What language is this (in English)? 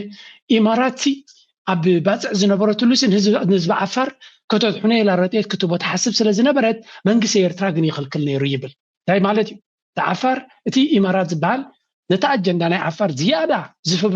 Tigrinya